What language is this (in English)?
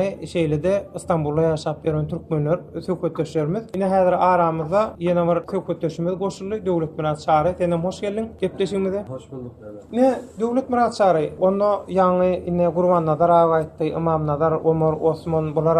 Turkmen